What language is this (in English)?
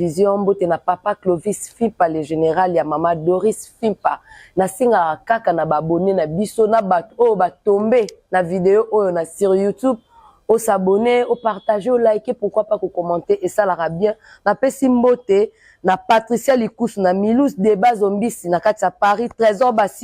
Lingala